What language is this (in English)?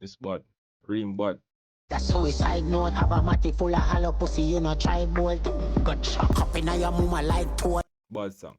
Jamaican Creole English